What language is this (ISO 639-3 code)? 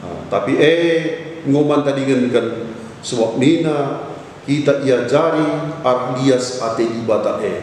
btx